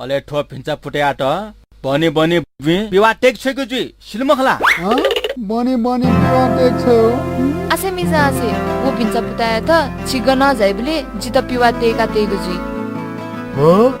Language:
Newari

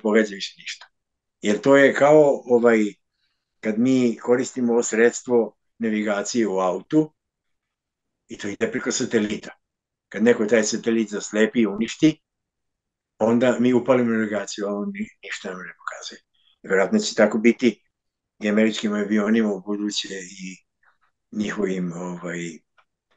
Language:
Serbian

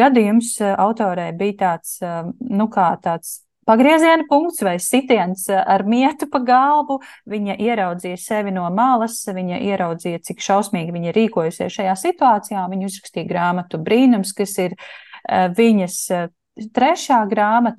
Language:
Latvian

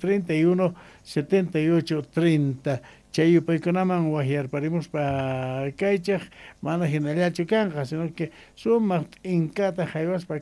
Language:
Ayacucho Quechua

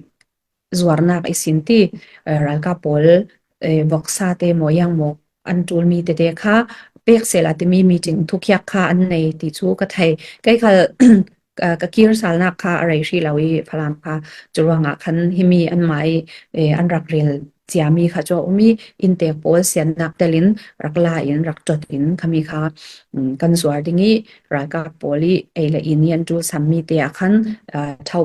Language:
Falam Chin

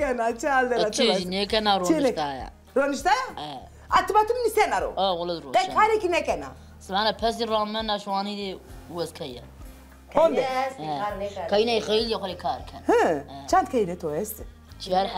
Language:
Zaza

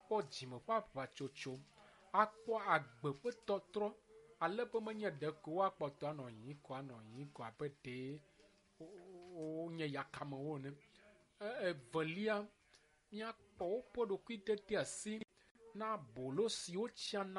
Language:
Ewe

